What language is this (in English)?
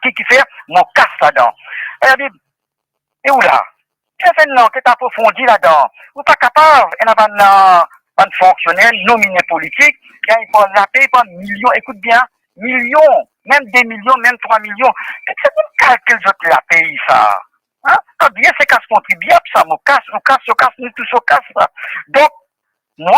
Morisyen